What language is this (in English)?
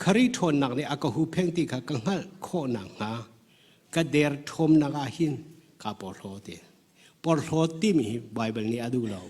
Hakha Chin